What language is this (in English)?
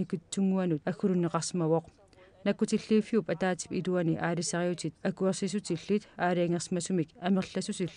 Kalaallisut